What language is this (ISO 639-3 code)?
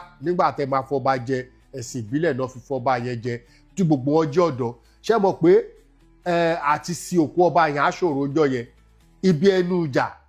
yor